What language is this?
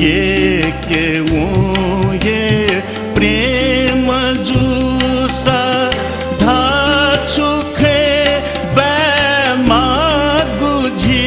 Newari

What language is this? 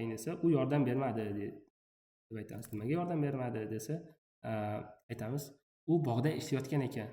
Uzbek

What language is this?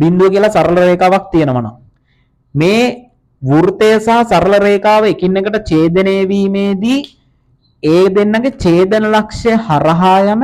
Sinhala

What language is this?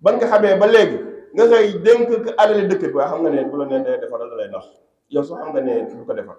Wolof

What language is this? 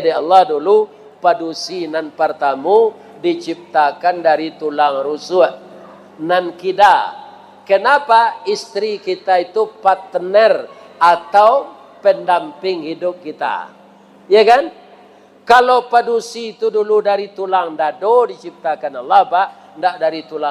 Minangkabau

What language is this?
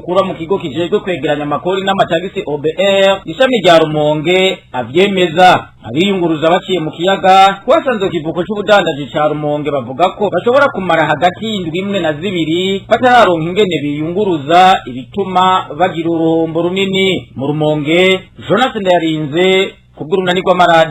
Rundi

